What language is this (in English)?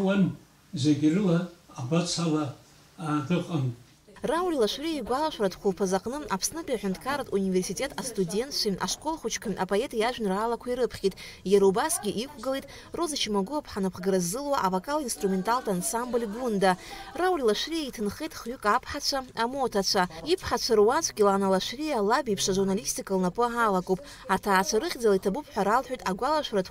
Abkhazian